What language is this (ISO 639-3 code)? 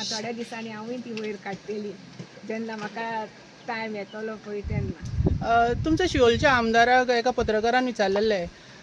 kok